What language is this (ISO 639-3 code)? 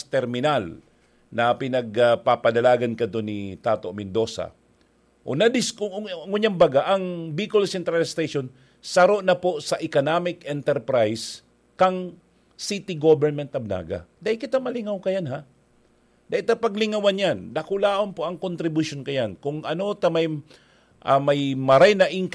bik